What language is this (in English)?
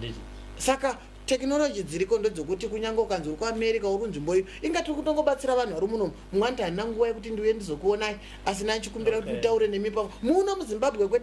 Shona